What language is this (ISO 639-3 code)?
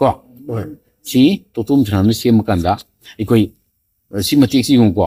mni